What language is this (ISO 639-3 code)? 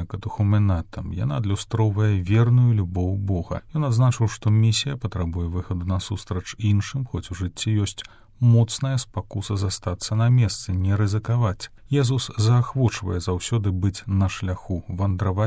bel